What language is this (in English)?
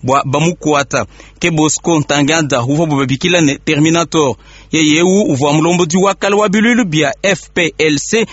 Luba-Lulua